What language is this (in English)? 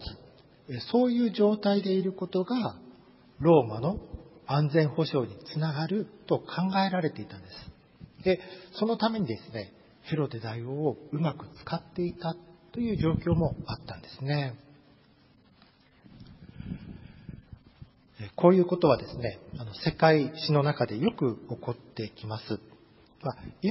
Japanese